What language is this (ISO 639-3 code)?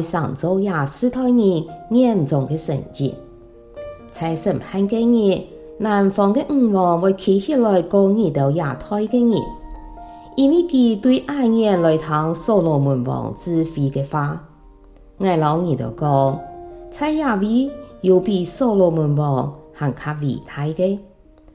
hak